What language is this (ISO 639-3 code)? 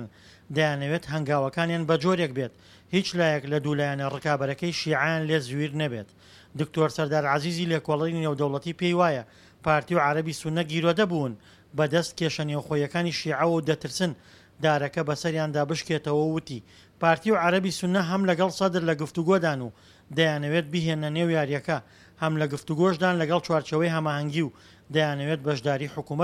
ckb